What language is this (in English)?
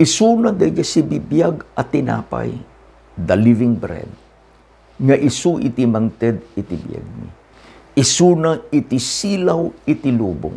Iloko